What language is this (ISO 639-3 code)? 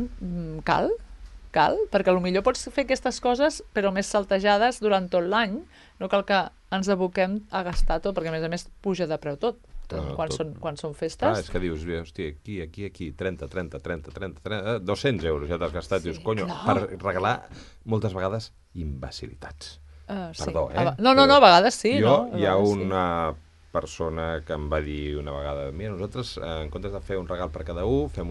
cat